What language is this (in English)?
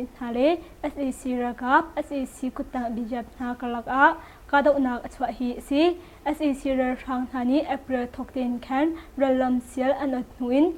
Hakha Chin